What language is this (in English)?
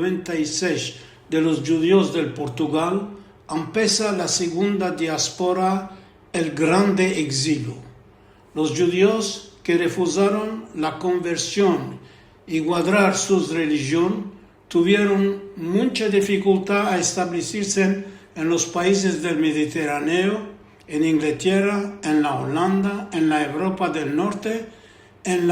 Ladino